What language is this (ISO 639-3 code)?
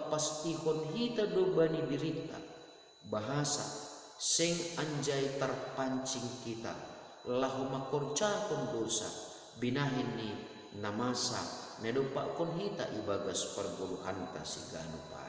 bts